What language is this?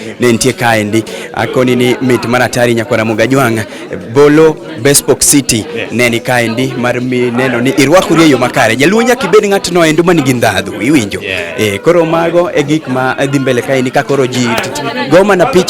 Luo (Kenya and Tanzania)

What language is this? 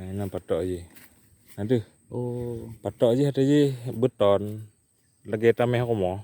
Achinese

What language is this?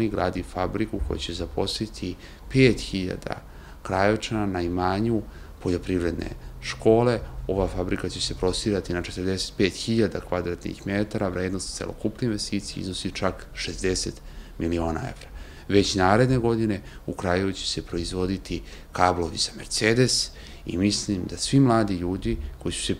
Serbian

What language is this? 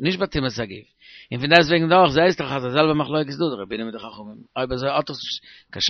Yiddish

